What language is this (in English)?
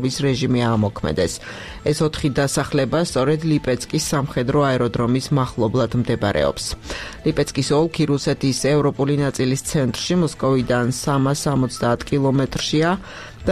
Georgian